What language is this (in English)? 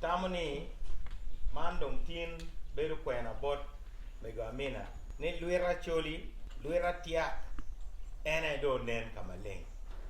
Acoli